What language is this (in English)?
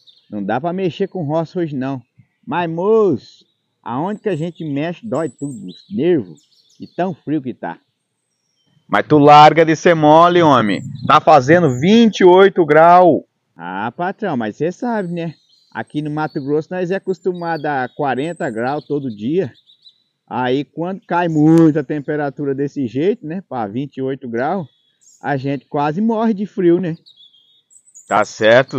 Portuguese